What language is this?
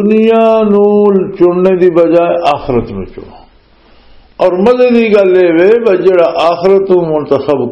Western Panjabi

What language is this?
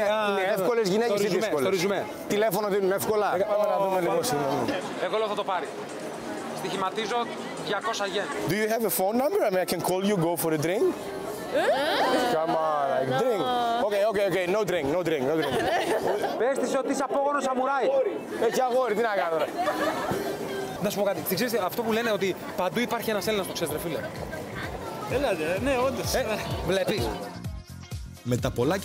Greek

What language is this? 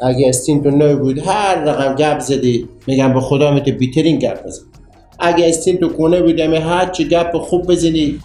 Persian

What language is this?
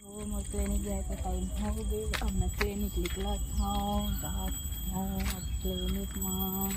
Chhattisgarhi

